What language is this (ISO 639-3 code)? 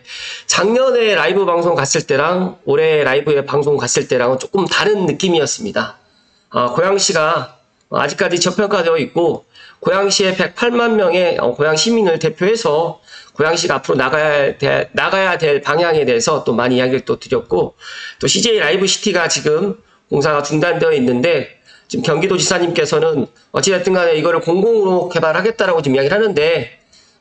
kor